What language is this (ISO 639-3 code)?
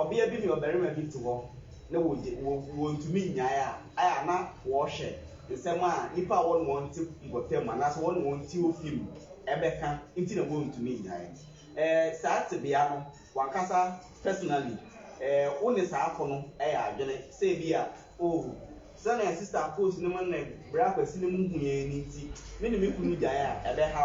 aka